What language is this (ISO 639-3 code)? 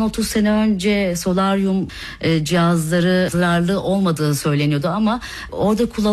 tur